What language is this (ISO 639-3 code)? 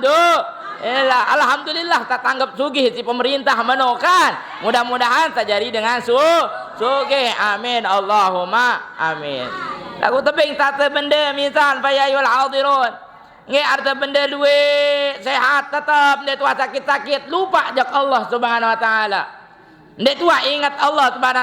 sas